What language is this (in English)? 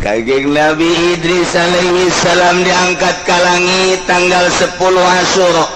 Sundanese